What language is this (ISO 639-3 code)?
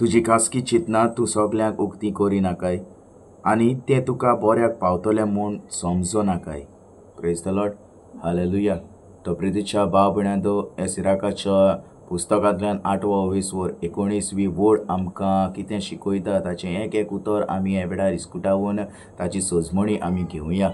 kok